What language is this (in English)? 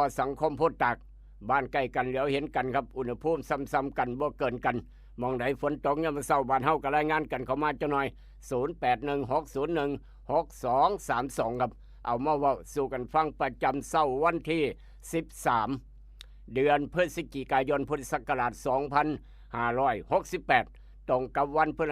Northeastern Thai